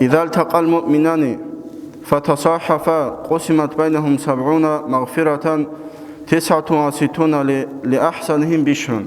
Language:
Avaric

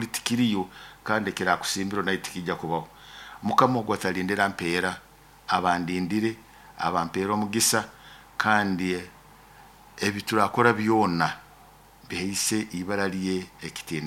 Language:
Nyoro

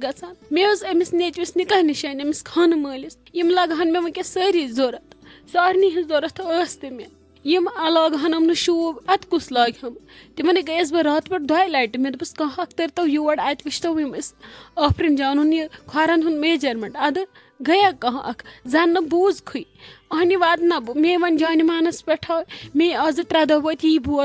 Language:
Kashmiri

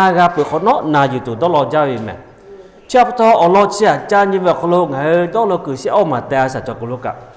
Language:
Lahu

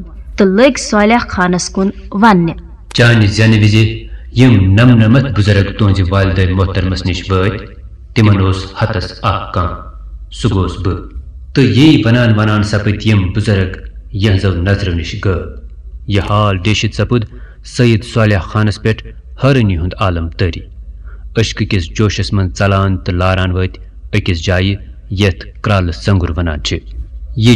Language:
Kashmiri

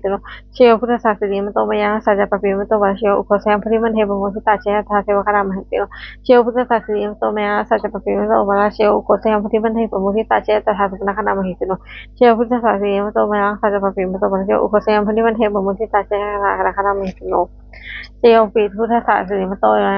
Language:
Pali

